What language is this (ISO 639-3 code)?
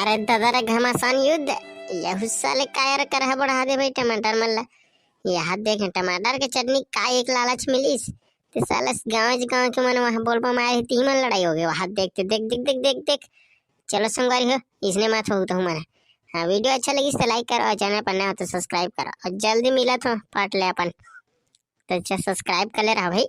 hne